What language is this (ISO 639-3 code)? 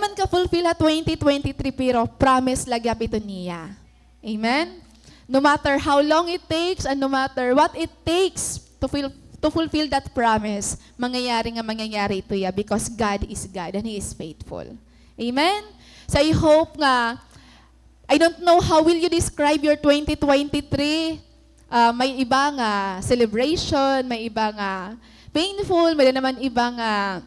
war